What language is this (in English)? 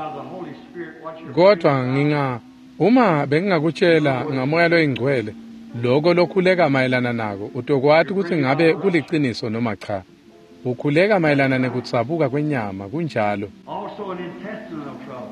Swati